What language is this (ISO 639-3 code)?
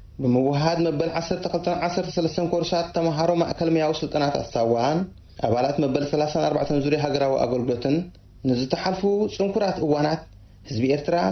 tir